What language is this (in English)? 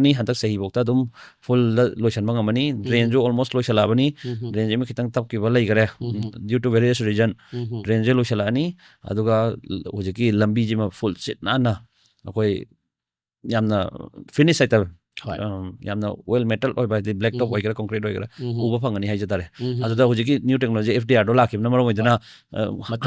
Manipuri